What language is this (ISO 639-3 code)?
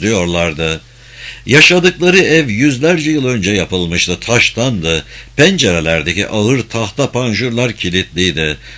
tur